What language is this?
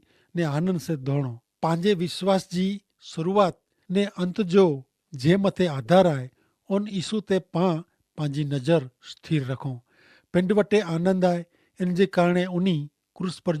Kachhi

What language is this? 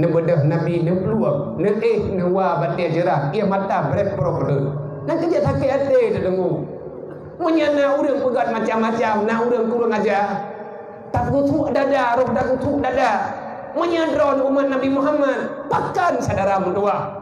Achinese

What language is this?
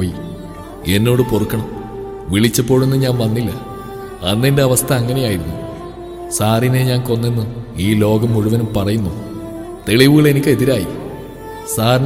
Malayalam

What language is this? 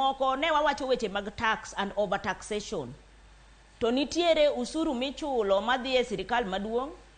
Luo (Kenya and Tanzania)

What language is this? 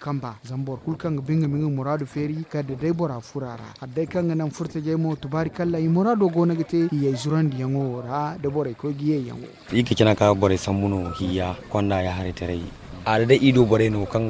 Zarma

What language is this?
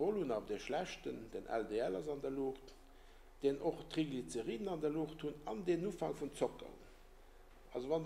Luxembourgish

